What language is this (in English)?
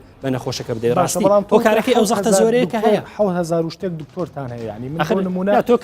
Central Kurdish